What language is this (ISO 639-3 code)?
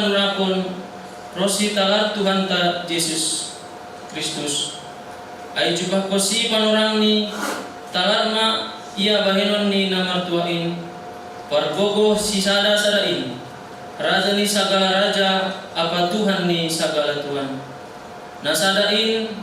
bts